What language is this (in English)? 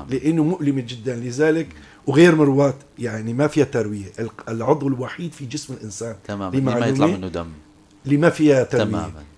North Levantine Arabic